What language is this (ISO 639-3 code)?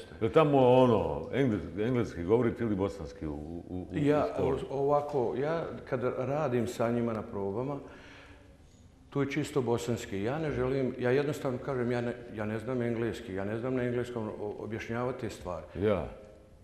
bos